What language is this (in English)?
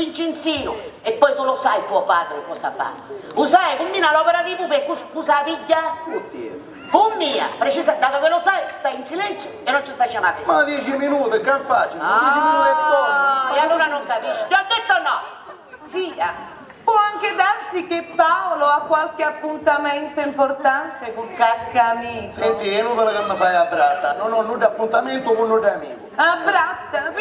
Sicilian